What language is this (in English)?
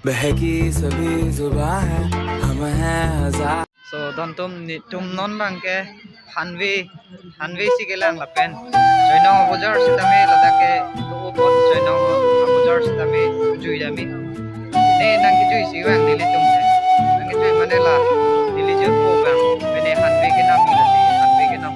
Karbi